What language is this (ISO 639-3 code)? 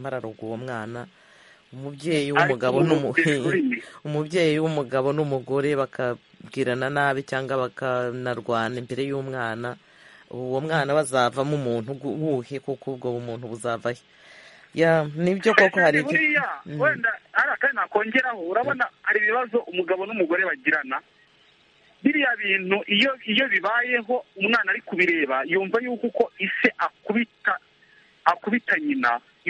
kin